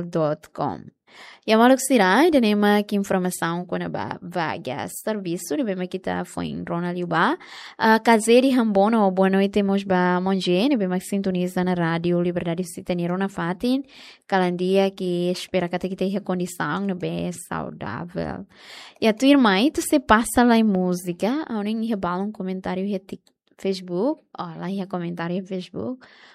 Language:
Tetum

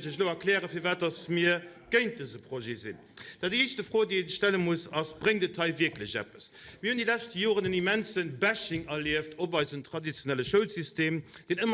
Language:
Luxembourgish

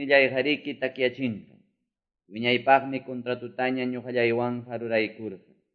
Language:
Quechua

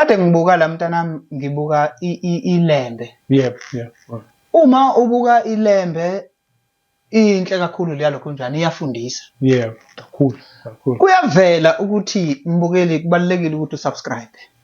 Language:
Zulu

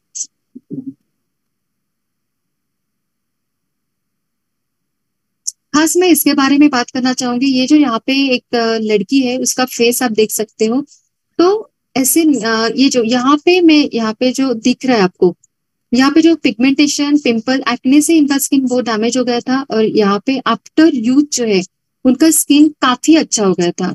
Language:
Hindi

